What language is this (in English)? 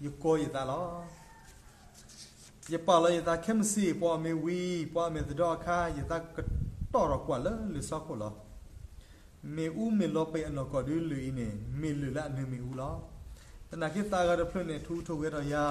S'gaw Karen